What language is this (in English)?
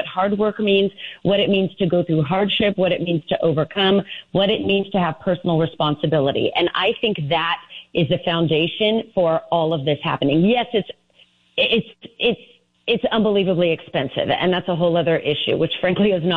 English